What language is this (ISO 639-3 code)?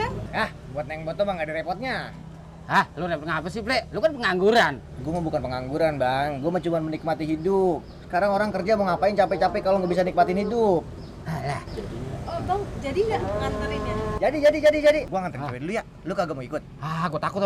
bew